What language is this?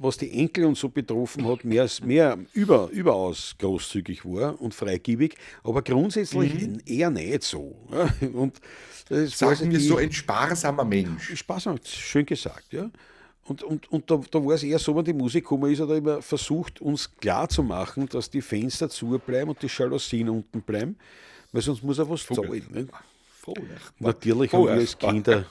Bavarian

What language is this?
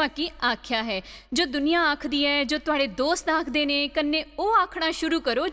Dogri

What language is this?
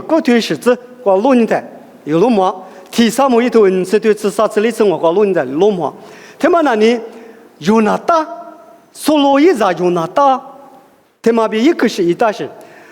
Lisu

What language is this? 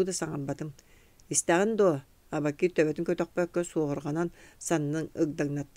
Yakut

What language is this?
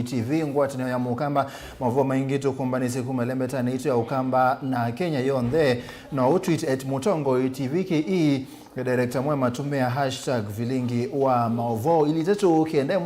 Kamba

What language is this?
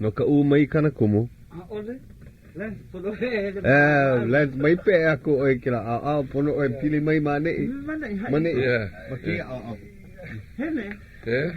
Hawaiian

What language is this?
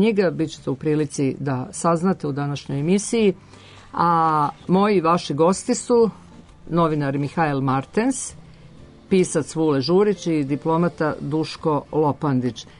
Serbian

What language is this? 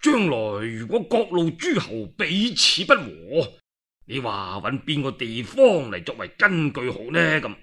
Cantonese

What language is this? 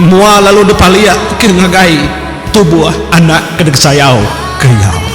Iban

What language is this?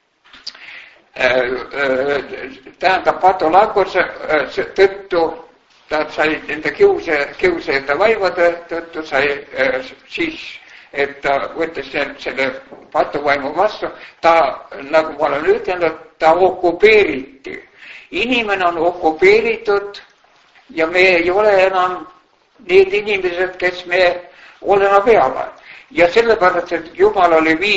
Estonian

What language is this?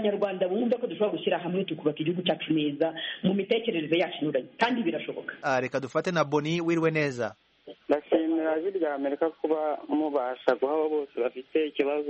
Kinyarwanda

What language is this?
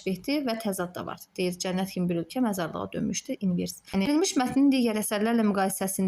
Azerbaijani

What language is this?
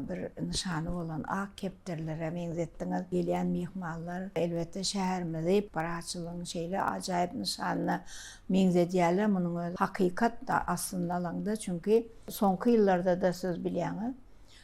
Turkmen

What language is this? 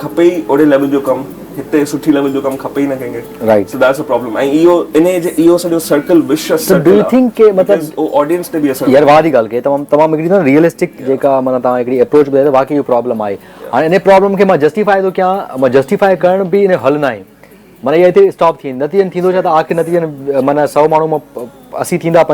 Sindhi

